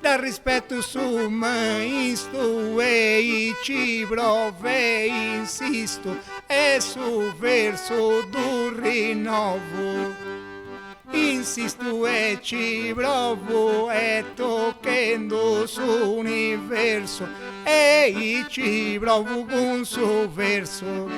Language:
Sardinian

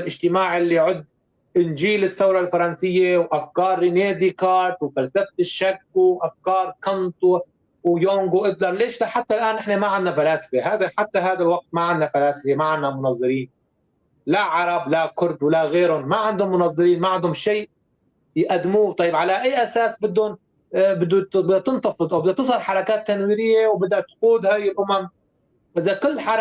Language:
North Levantine Arabic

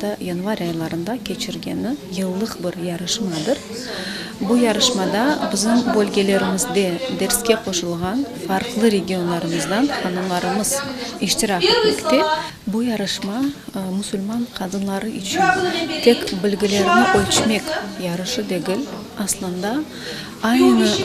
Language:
Crimean Tatar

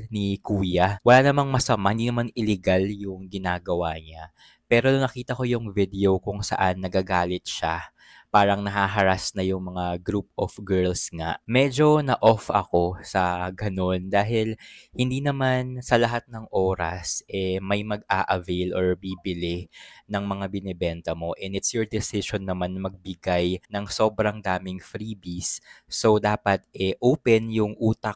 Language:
Filipino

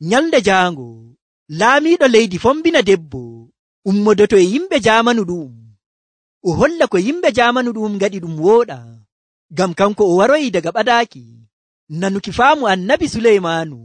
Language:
Nigerian Fulfulde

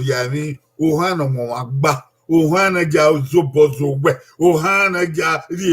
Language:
Bini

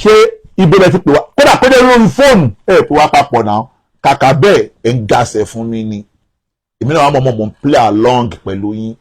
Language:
Yoruba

